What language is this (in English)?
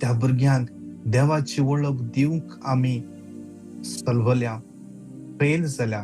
Konkani